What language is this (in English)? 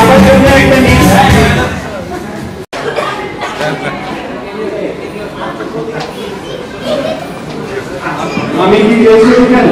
Bangla